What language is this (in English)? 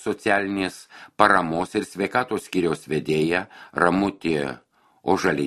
Lithuanian